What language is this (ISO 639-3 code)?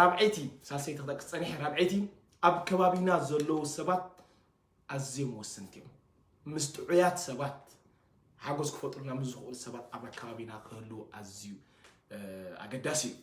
tir